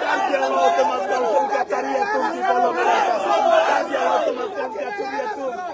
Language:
Karbi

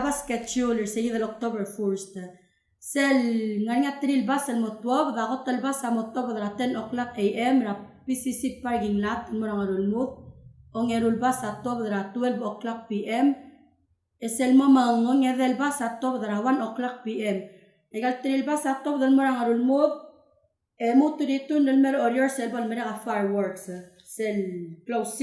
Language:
Palauan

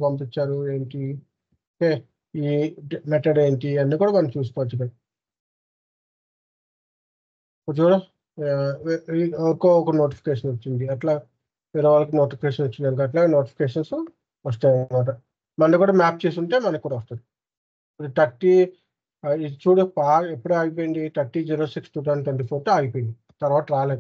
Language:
Telugu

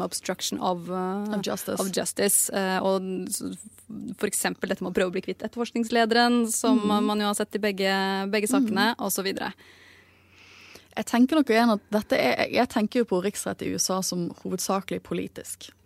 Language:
Norwegian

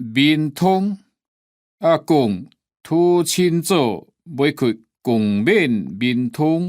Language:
Hakka Chinese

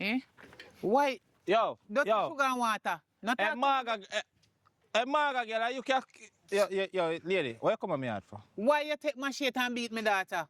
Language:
Jamaican Creole English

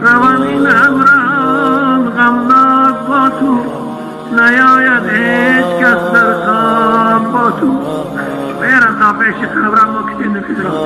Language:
Tajik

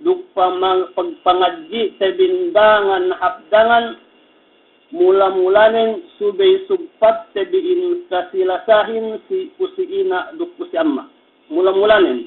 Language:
Yakan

